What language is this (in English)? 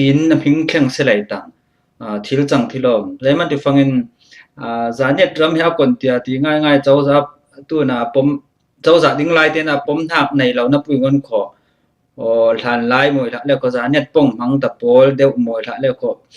Falam Chin